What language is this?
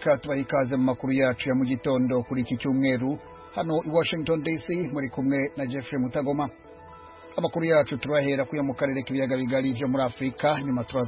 Kinyarwanda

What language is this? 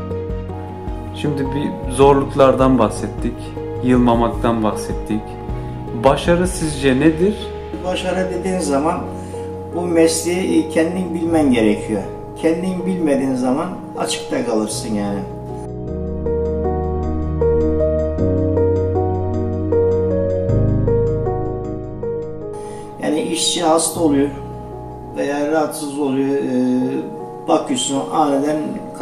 Turkish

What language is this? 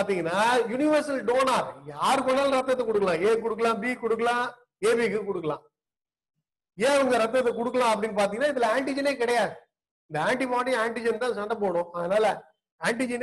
Tamil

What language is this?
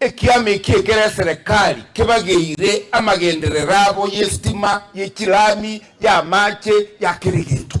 Gusii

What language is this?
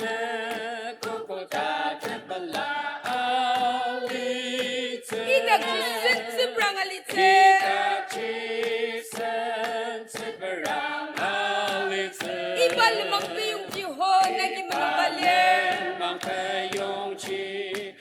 Ao Naga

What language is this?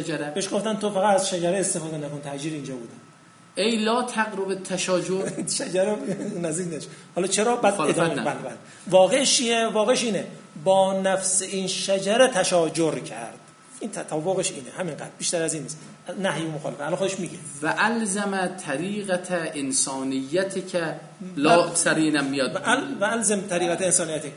Persian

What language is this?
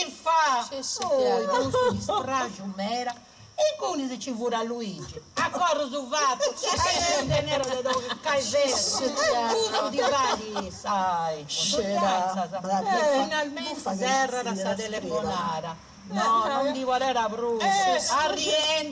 Sardinian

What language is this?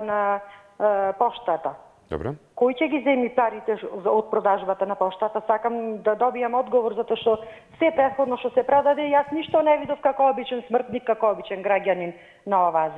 Macedonian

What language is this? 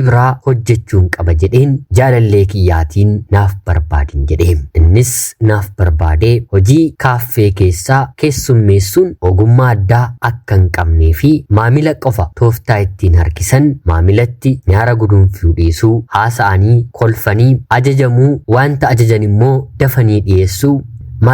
Oromo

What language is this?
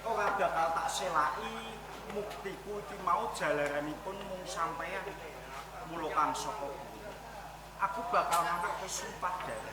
Javanese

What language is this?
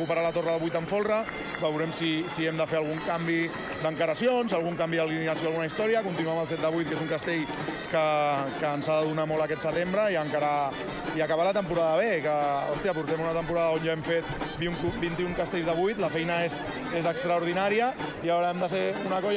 Catalan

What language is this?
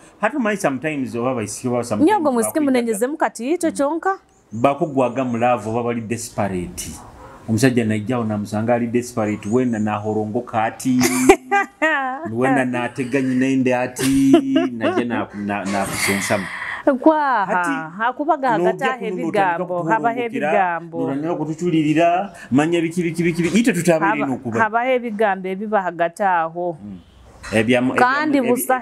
Nyoro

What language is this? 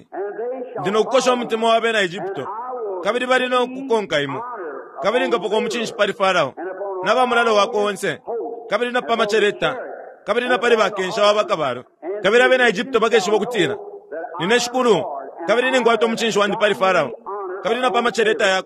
Bemba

